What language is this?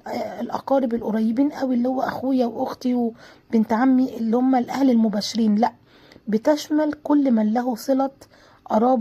Egyptian Arabic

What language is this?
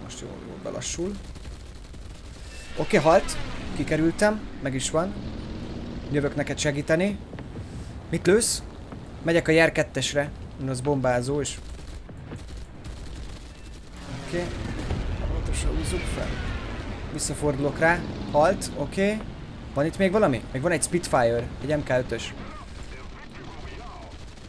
Hungarian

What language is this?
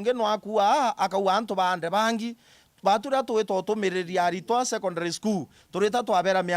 Meru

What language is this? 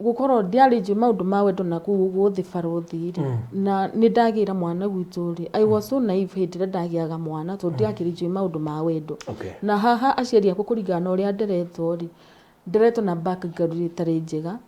Kikuyu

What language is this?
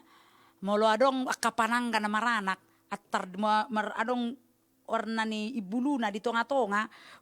Batak Toba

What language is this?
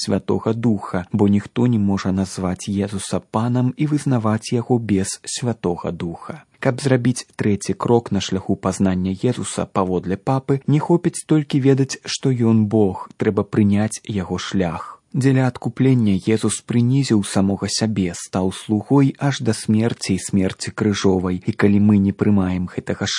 Belarusian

